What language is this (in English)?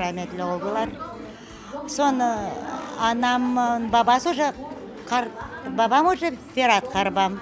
Crimean Tatar